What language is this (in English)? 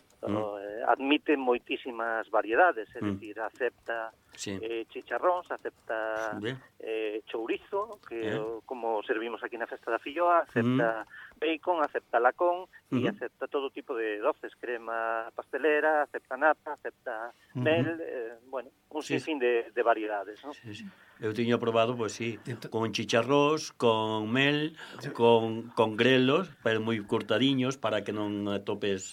Galician